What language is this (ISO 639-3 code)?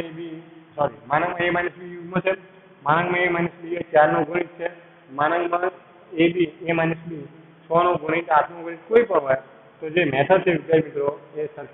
guj